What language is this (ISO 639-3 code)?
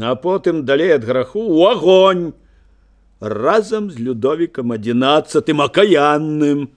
bel